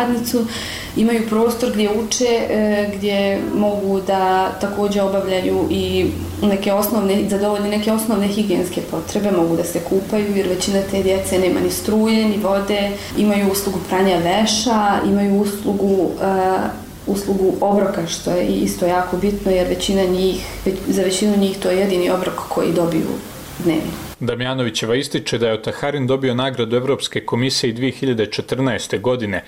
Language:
Bosnian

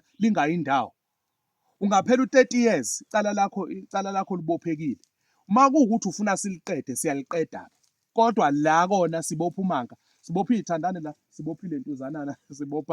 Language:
Zulu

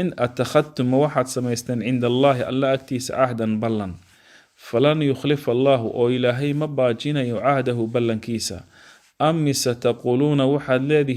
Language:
Somali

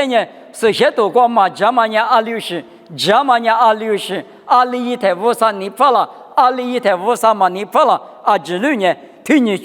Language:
Lisu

